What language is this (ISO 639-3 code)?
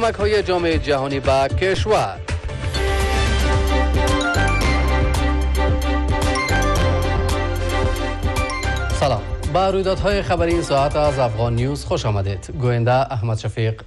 fas